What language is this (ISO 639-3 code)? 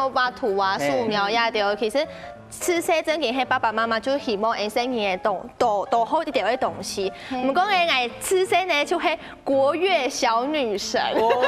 hak